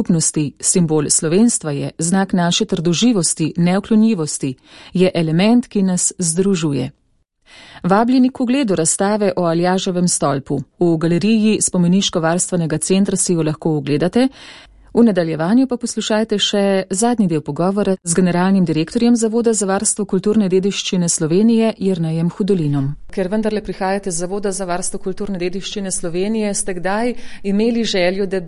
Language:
Slovenian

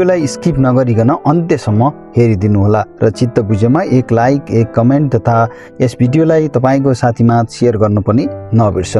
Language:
Nepali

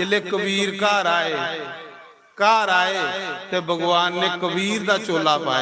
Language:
Dogri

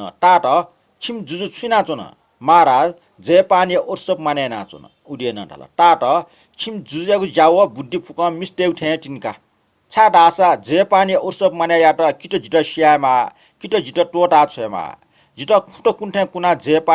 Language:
Newari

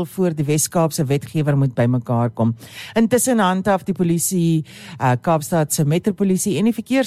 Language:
Afrikaans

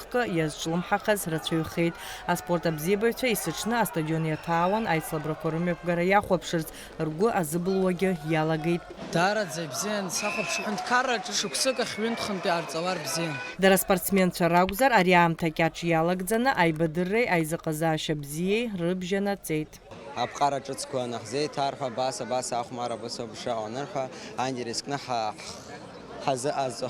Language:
Abkhazian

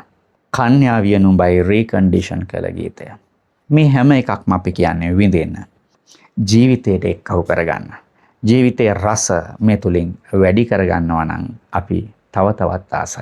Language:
Sinhala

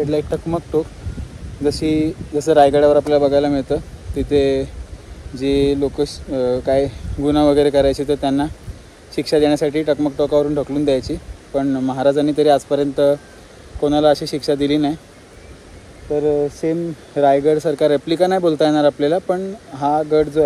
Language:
Marathi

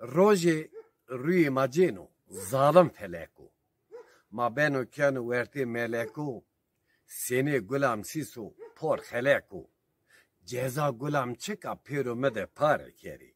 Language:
Zaza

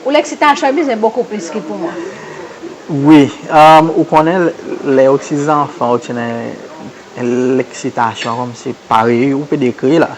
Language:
Seselwa Creole French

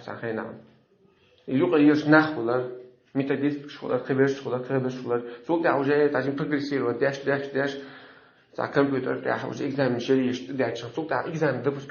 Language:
Chechen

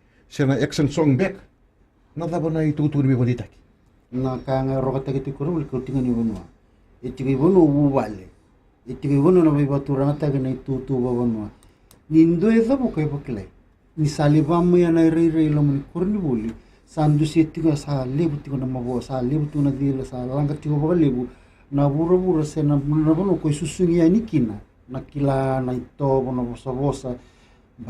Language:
Fijian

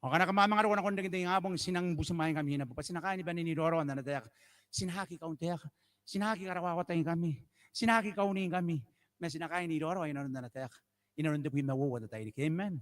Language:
Gilbertese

